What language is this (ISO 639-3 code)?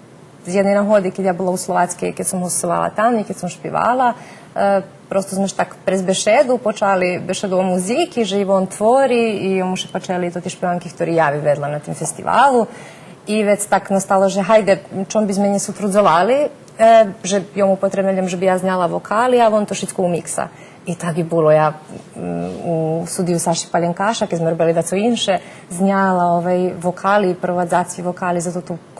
rue